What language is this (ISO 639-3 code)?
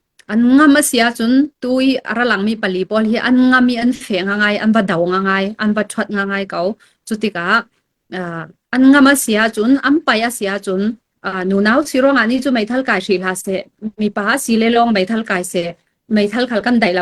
cfm